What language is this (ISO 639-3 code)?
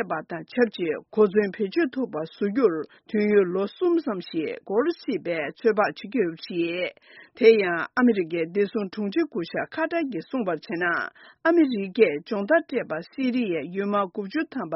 bod